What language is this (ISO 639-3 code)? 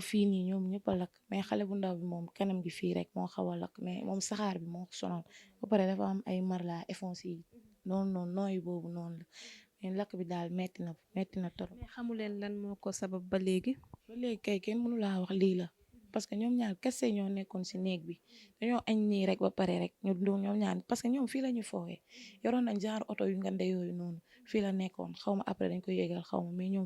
wol